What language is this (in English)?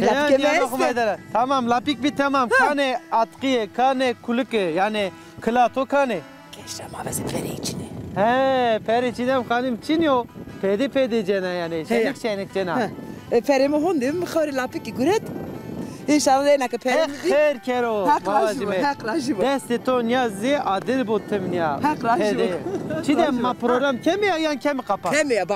Zaza